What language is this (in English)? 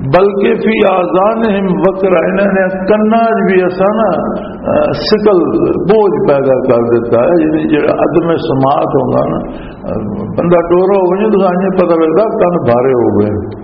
Western Panjabi